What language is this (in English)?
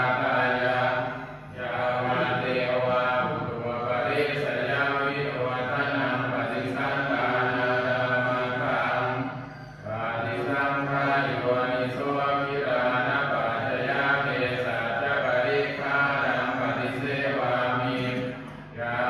Pali